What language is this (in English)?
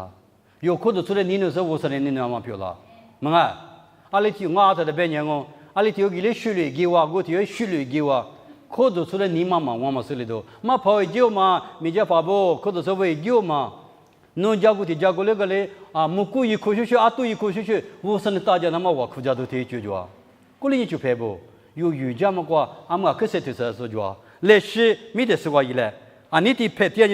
Lisu